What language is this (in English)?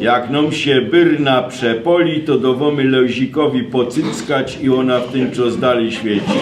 Silesian